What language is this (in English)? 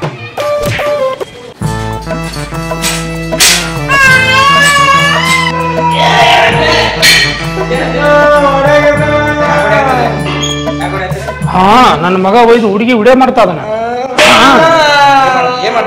Kannada